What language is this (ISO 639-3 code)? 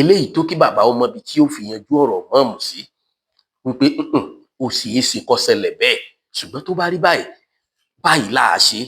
yor